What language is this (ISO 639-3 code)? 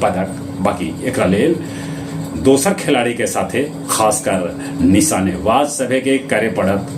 mag